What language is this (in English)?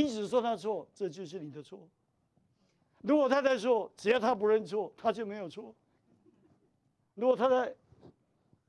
Chinese